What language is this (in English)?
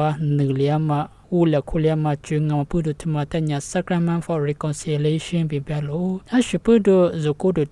Lisu